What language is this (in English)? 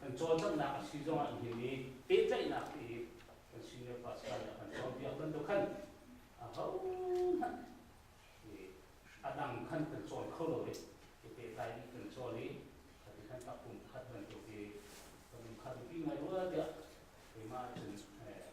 Hakha Chin